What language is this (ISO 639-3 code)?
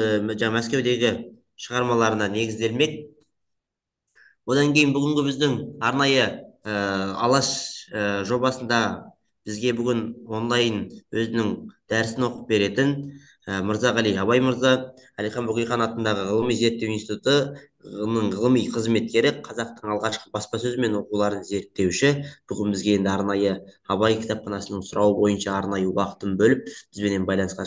kaz